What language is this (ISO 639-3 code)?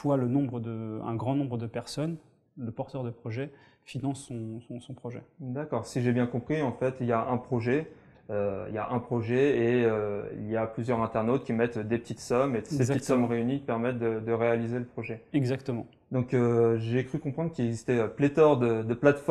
fra